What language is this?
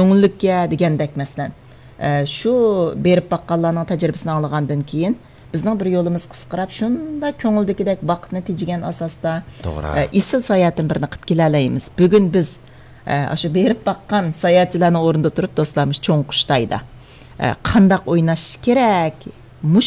Uyghur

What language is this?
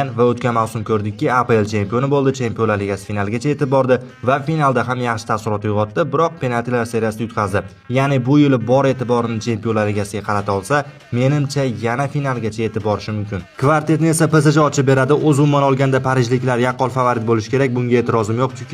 Uzbek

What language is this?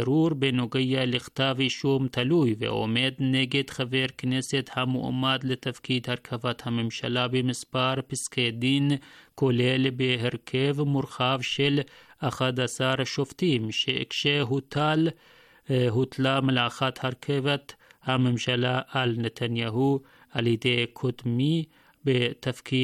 Hebrew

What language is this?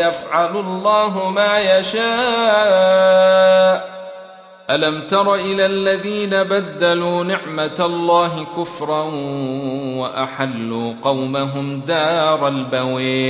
Arabic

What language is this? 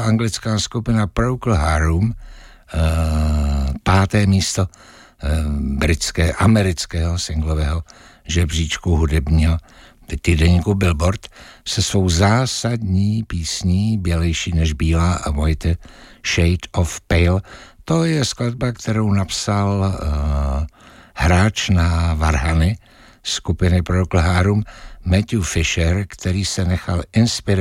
Czech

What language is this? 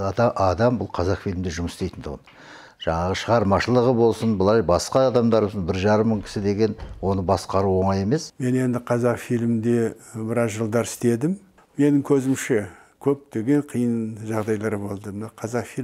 Kazakh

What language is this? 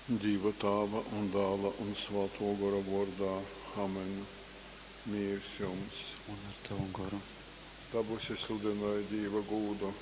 Latgalian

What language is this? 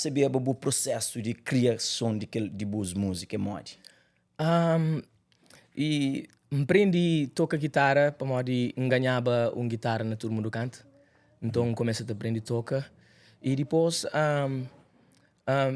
Kabuverdianu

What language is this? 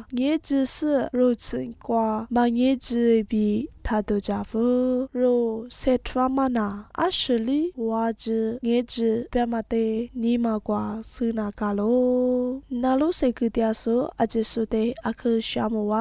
Lisu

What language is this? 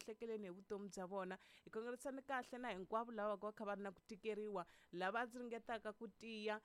Tsonga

